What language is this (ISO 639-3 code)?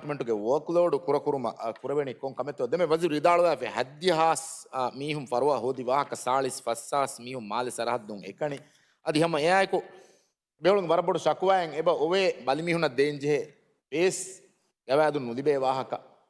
div